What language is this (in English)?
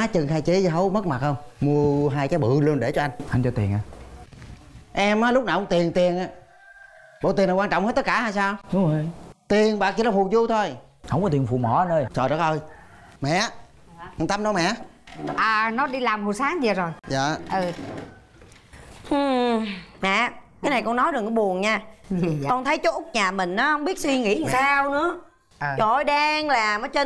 Vietnamese